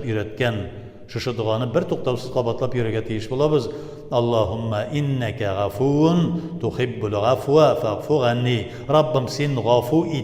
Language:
Tatar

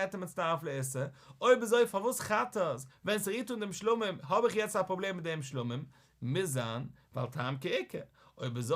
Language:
Yiddish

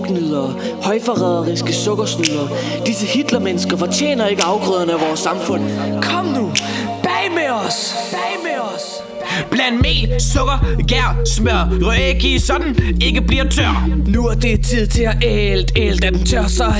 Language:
Danish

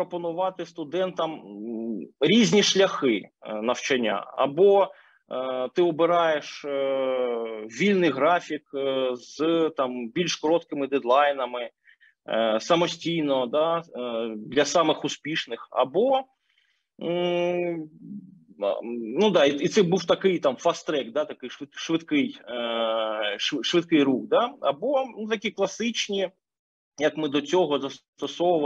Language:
Ukrainian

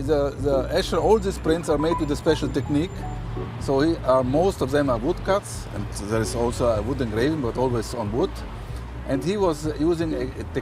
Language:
Western Frisian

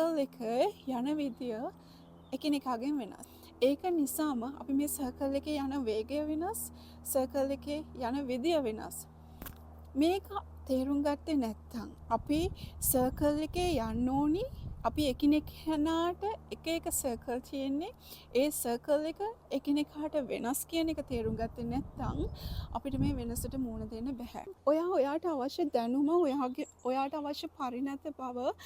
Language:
Sinhala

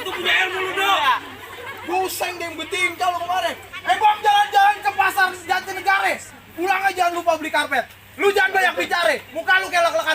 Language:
Betawi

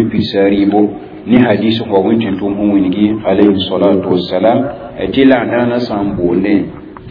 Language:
Mossi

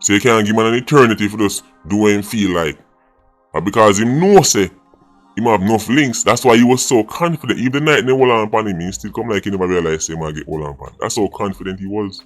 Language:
Jamaican Creole English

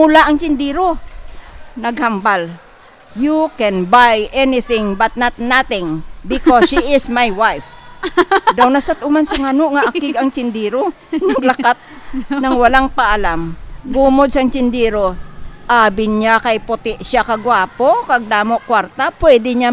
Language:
Hiligaynon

